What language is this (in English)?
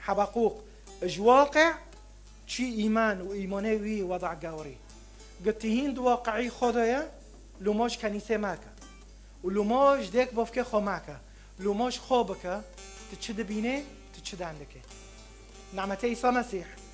Kurdish